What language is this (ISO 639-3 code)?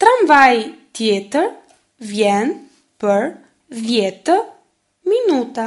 sqi